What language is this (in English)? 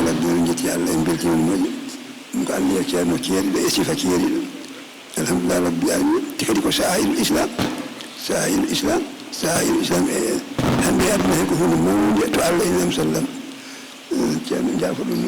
Fula